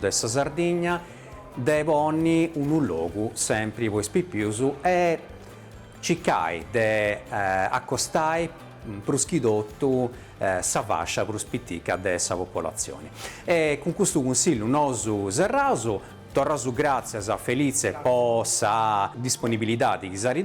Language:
Sardinian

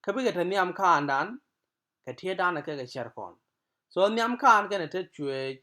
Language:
Nuer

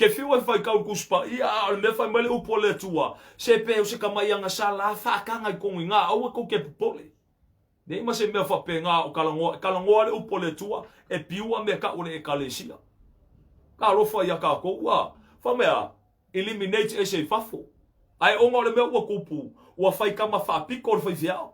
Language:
Samoan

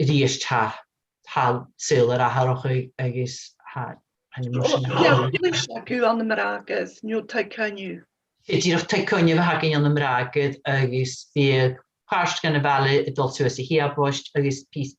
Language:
Scottish Gaelic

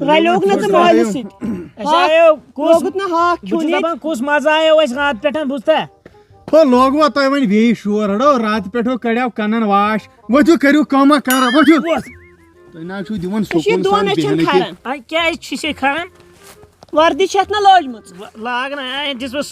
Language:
Kashmiri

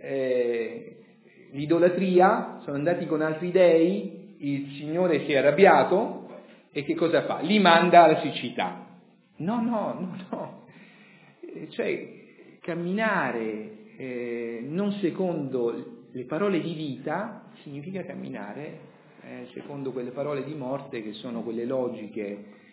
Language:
Italian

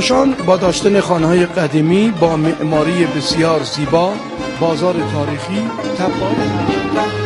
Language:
Persian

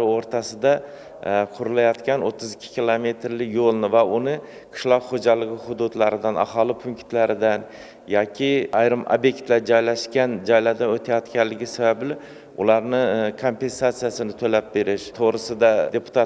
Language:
Uzbek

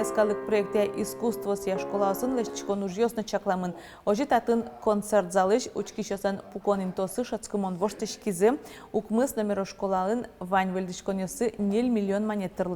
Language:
Udmurt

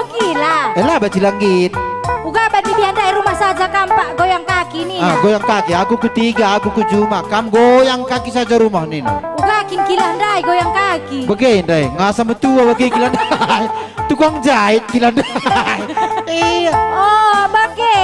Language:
Batak Karo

